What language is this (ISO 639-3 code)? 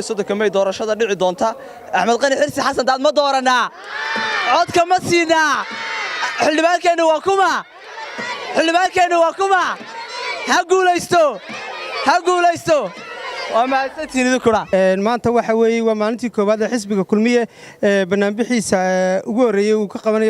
som